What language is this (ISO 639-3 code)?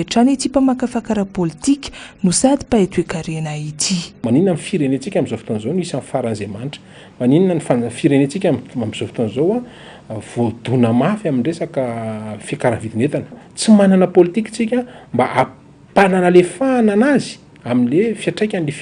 mlg